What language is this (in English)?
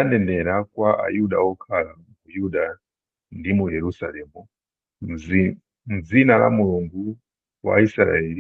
Nyanja